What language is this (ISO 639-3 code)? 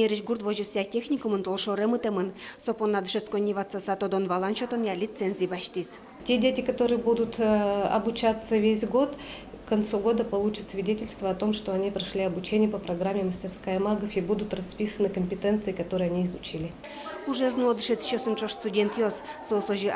udm